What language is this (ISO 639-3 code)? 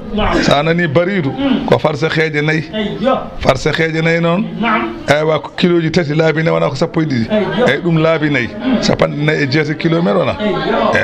ful